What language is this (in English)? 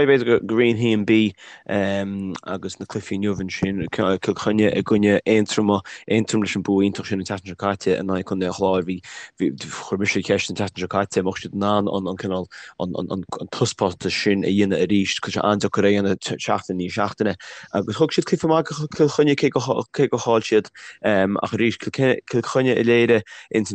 Irish